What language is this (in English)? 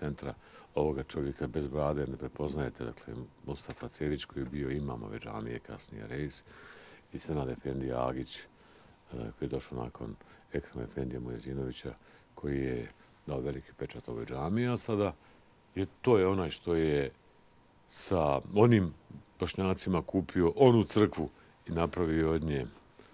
Bosnian